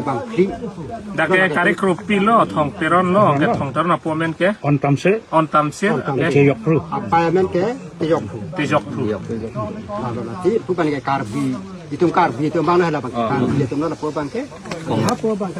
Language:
Karbi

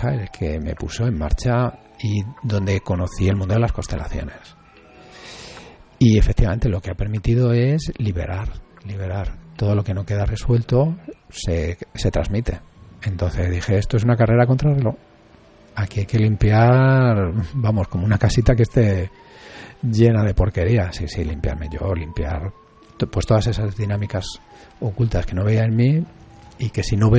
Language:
Spanish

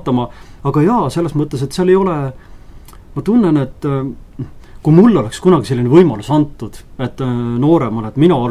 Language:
Estonian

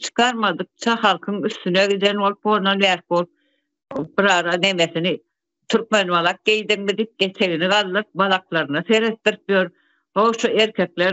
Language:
Turkmen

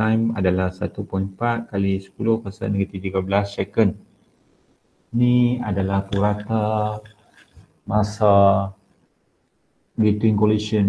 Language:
Malay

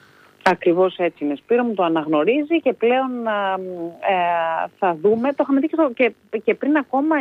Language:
Greek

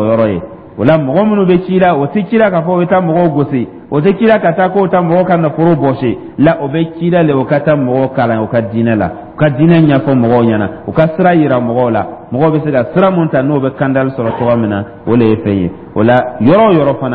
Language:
Dyula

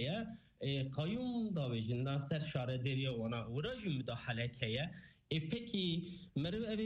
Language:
Kurdish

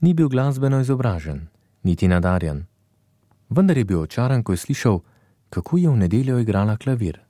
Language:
Slovenian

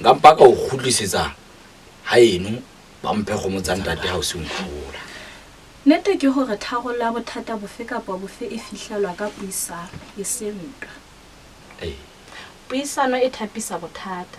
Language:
Southern Sotho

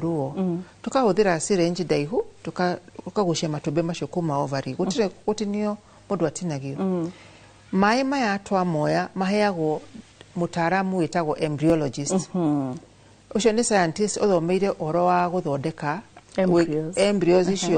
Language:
Kikuyu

